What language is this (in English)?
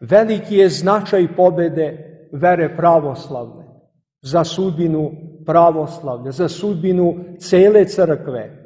Serbian